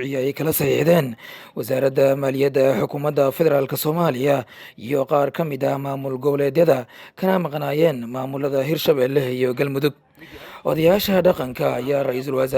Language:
Somali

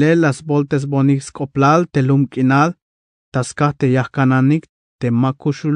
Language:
Tzeltal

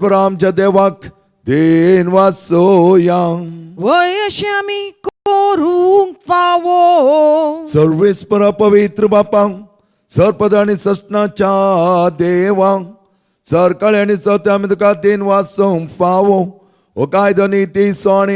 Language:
Konkani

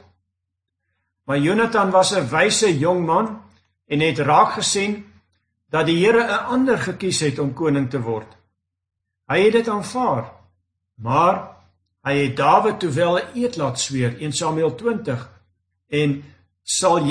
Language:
Afrikaans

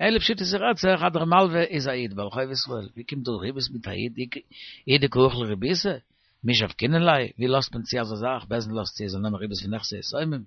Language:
Yiddish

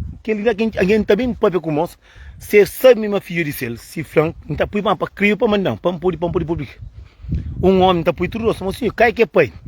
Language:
Kabuverdianu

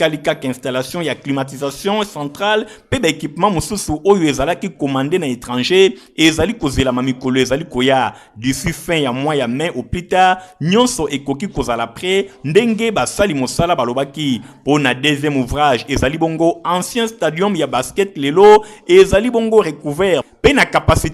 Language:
Lingala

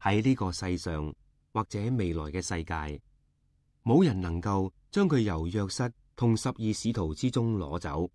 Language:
Cantonese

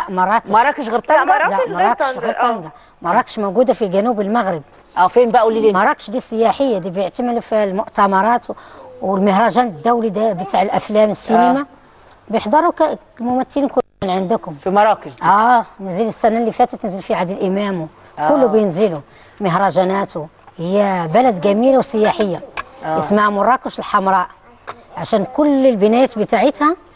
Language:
Egyptian Arabic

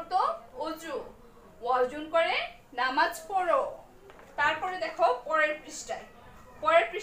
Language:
Bangla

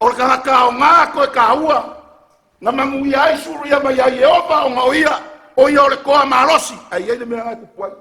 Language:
Samoan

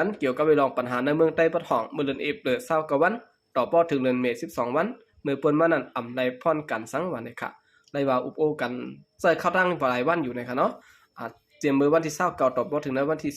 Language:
Shan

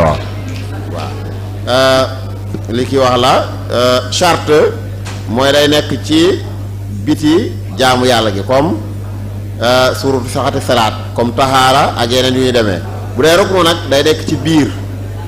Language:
Wolof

